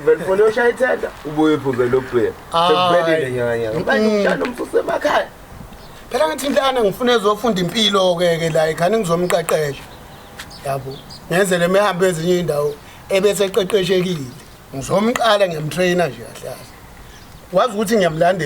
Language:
Zulu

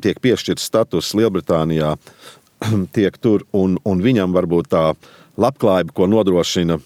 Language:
Latvian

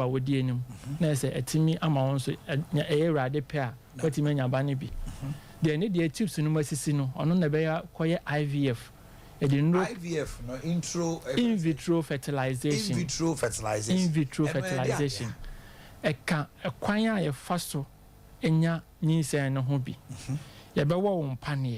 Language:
Akan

